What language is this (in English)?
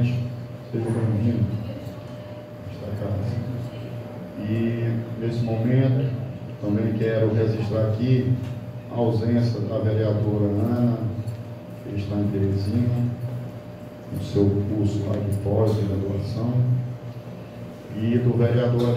Portuguese